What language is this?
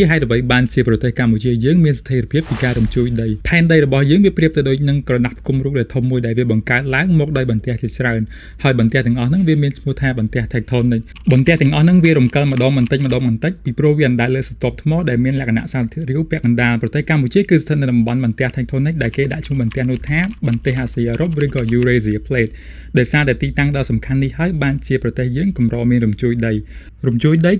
Khmer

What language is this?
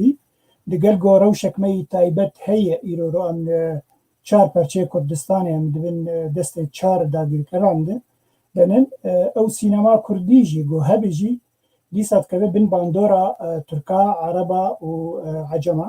Kurdish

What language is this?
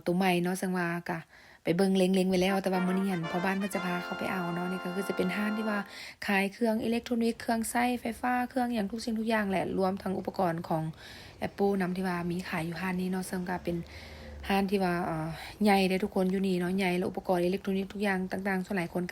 Lao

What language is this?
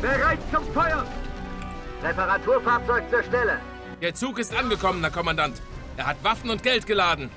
Bavarian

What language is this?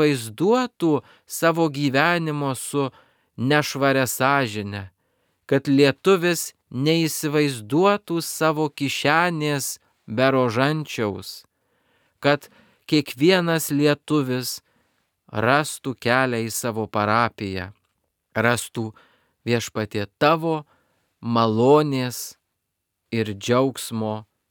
Lithuanian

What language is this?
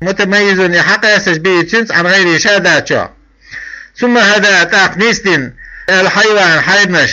Chechen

